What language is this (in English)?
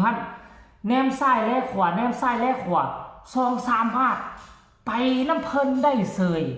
Northeastern Thai